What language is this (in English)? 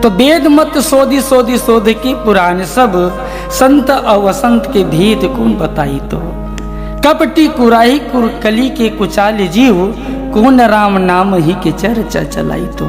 Chhattisgarhi